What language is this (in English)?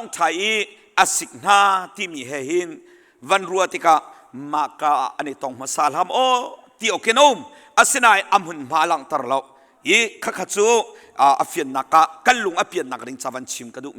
Hakha Chin